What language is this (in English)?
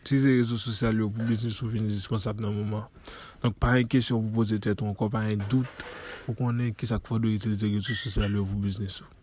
Haitian Creole